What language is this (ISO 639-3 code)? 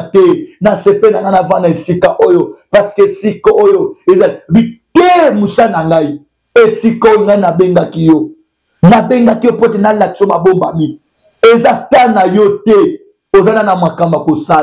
lin